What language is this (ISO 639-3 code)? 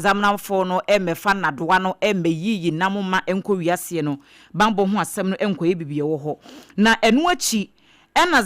aka